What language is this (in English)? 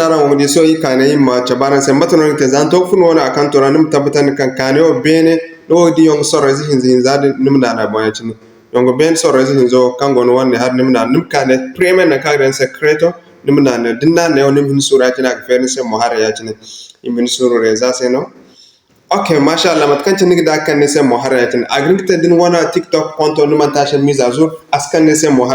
Zarma